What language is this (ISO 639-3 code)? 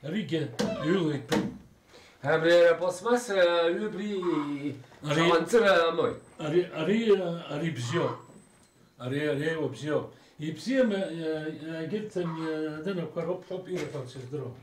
abk